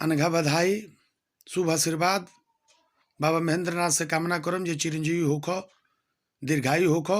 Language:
Bhojpuri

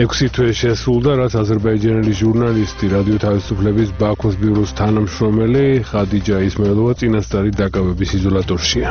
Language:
Georgian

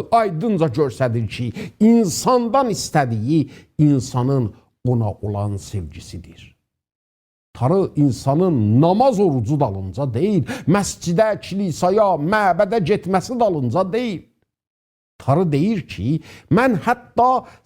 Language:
South Azerbaijani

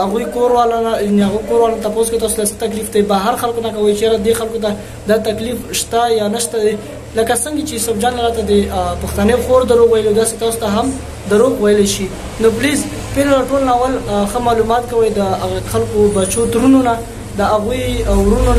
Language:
Pashto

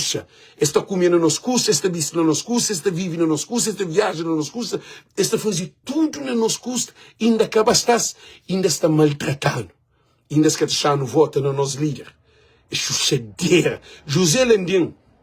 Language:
Kabuverdianu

